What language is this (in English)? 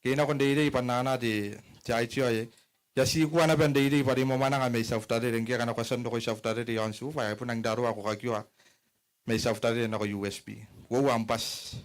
Gilbertese